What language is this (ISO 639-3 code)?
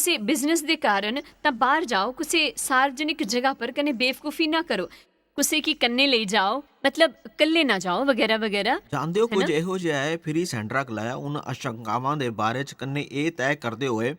doi